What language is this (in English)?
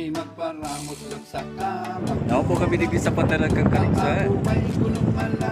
Bikol